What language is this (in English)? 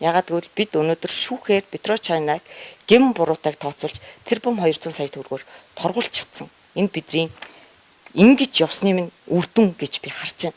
Mongolian